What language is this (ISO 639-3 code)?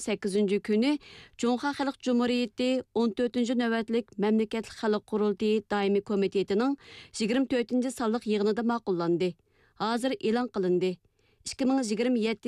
uig